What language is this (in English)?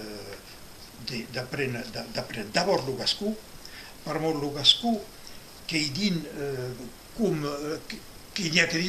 Occitan